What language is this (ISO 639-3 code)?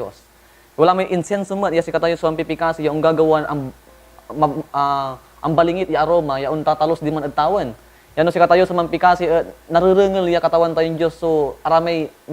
pag